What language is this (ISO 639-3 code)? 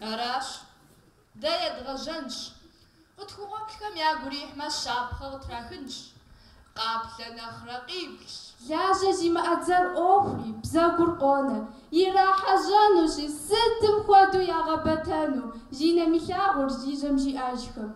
kbd